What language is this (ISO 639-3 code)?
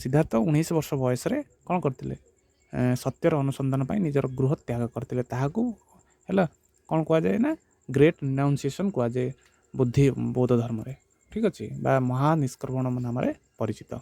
ori